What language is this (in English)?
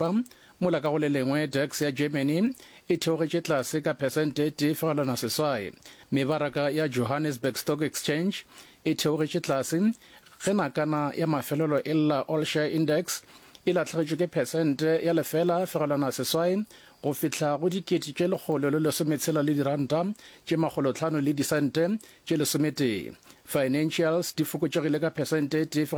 Northern Sotho